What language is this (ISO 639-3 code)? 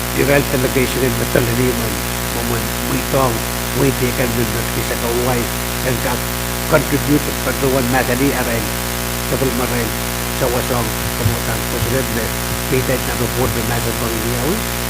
pon